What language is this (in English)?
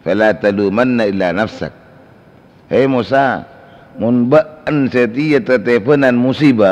Madurese